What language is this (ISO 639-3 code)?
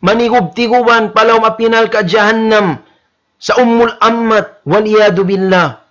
tsg